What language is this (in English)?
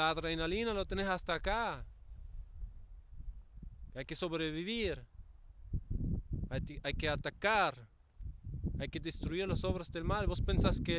Spanish